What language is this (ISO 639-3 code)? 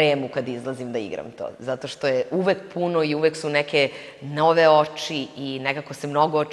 srp